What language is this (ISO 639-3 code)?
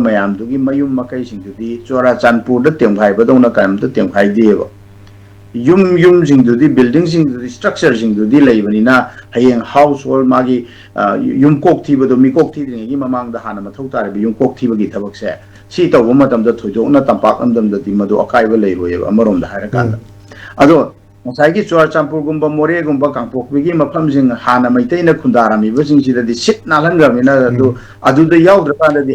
mni